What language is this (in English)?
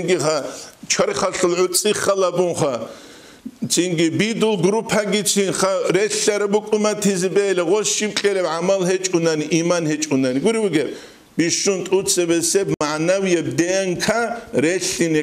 Avaric